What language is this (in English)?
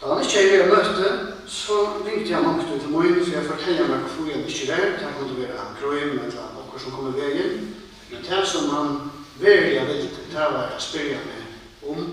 Faroese